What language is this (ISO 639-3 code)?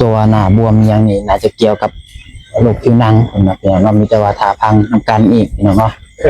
lao